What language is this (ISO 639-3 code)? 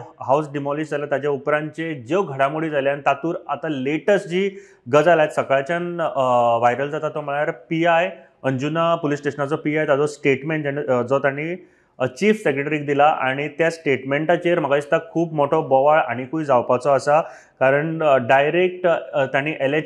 kok